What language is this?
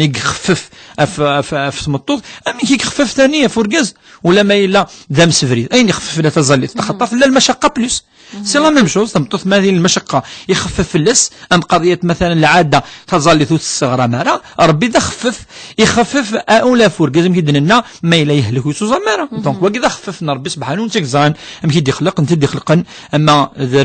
Kabyle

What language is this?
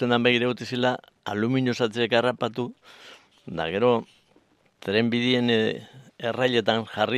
Basque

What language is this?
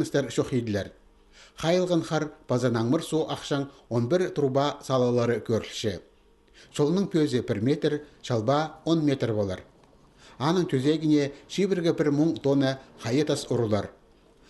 Khakas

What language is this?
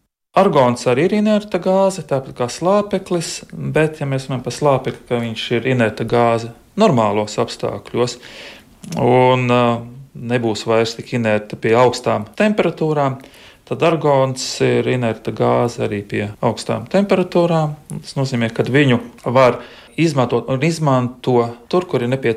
Latvian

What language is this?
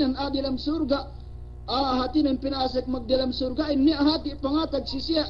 Yakan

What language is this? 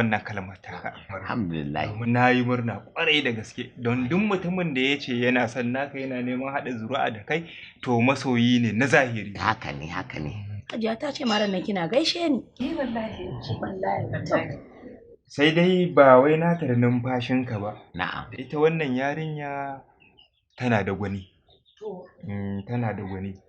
Hausa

